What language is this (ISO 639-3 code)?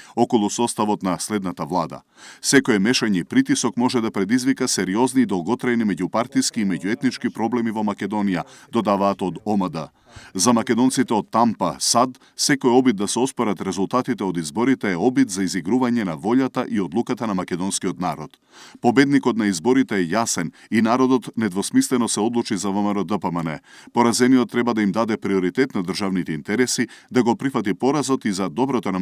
mkd